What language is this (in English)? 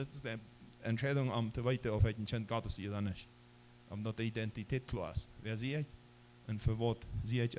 Plautdietsch